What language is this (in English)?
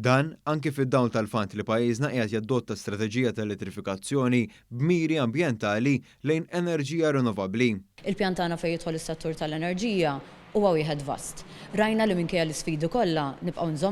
Maltese